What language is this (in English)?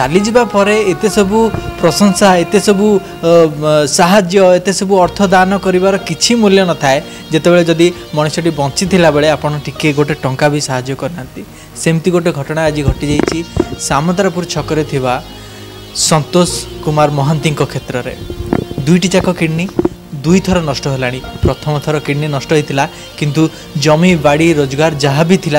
Odia